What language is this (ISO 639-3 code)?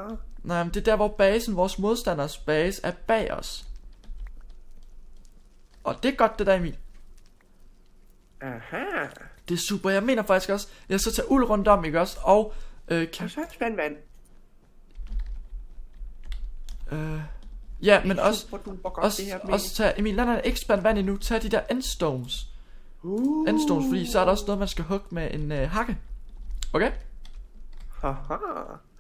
dan